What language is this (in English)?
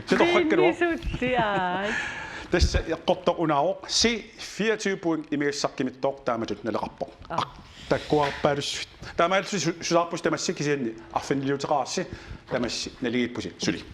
Kalaallisut